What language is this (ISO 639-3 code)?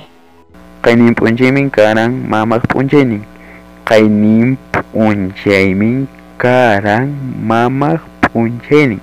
quy